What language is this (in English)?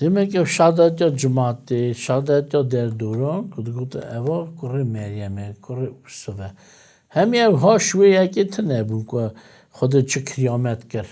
Kurdish